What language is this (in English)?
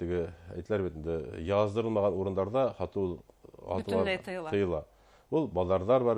Bashkir